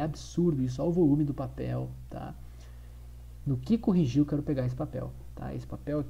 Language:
Portuguese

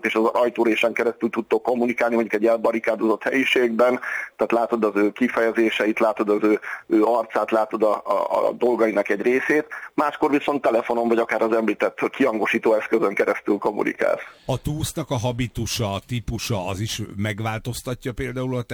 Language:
Hungarian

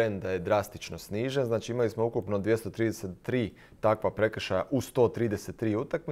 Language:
Croatian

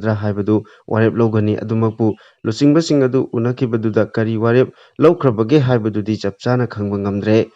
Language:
Manipuri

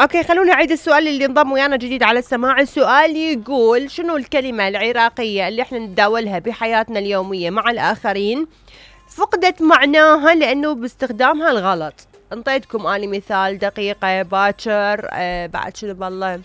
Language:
Mesopotamian Arabic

